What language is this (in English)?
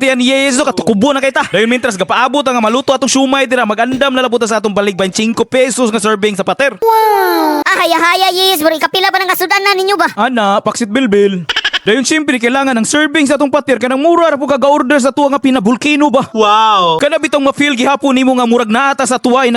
Cebuano